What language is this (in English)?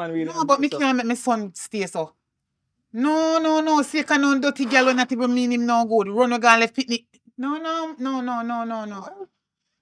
Jamaican Creole English